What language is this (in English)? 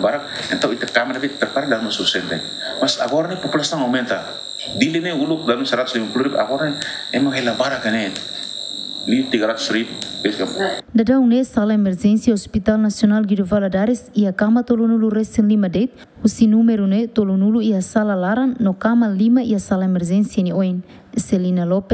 Tetum